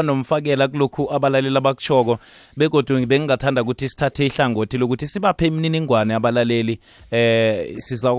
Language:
South Ndebele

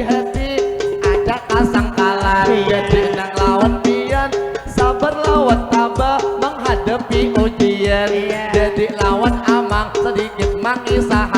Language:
Banjar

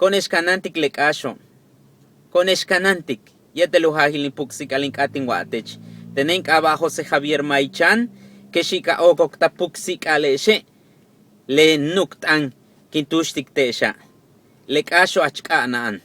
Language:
Yucateco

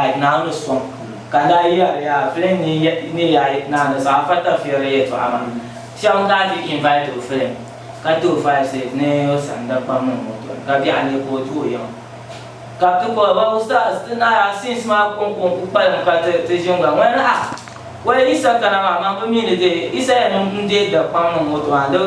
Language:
Dagbani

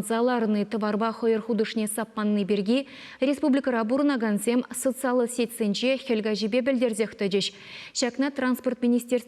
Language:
Chuvash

